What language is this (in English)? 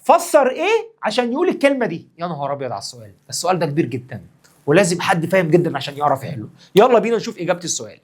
Egyptian Arabic